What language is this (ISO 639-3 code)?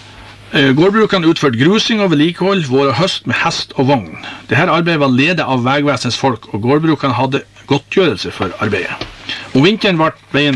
nor